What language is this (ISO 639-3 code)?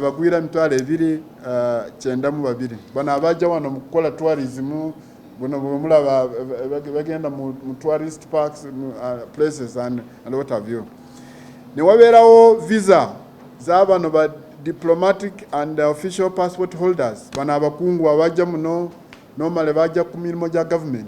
lug